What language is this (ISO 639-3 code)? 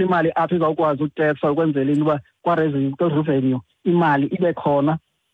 xho